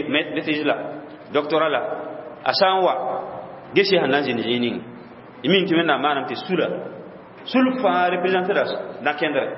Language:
Mossi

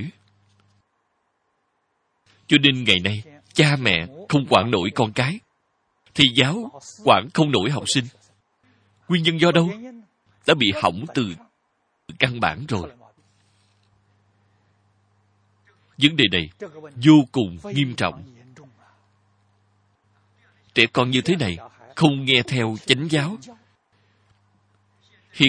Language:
Vietnamese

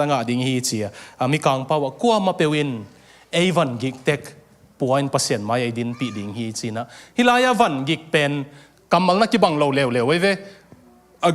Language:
Tedim Chin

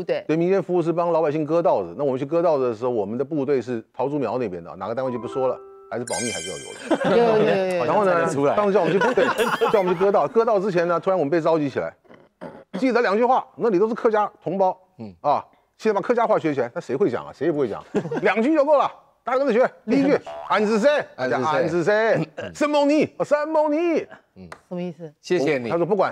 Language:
Chinese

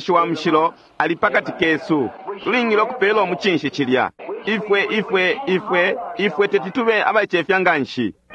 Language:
Bemba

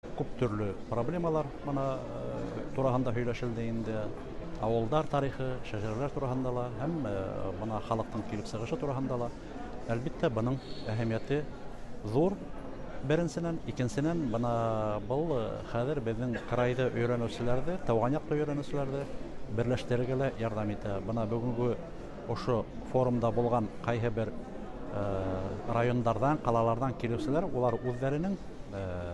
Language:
Bashkir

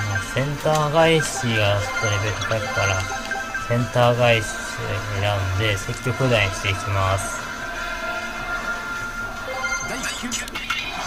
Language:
Japanese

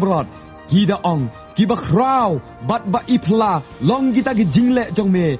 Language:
Khasi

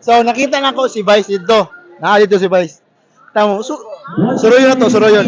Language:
Cebuano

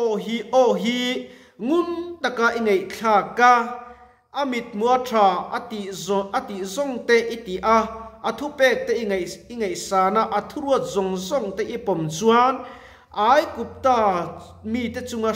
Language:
Mizo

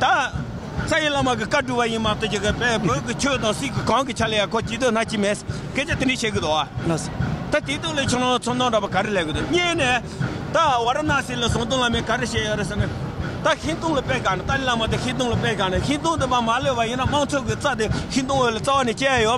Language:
Tibetan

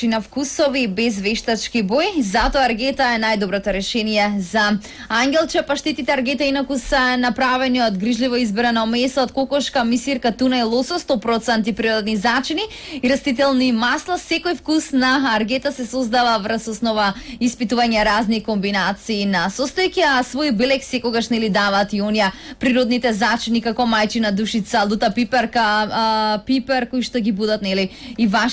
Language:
Macedonian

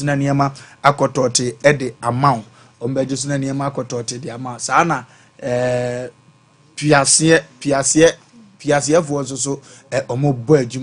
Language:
Akan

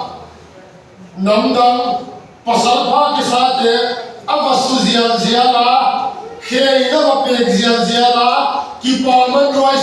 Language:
Tedim Chin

